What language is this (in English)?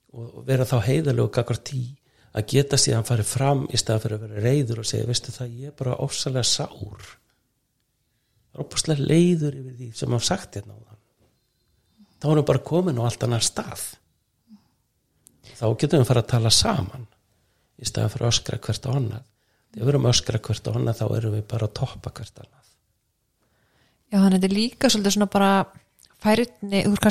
Icelandic